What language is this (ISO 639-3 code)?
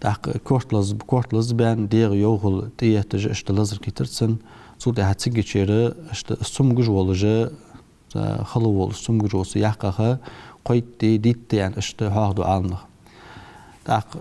inh